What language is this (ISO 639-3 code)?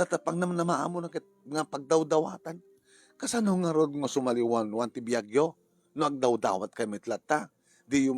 ilo